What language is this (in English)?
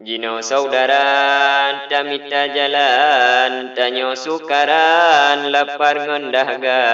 Achinese